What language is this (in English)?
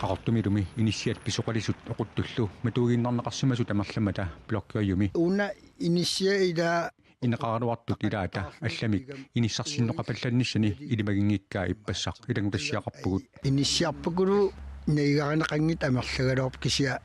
Kalaallisut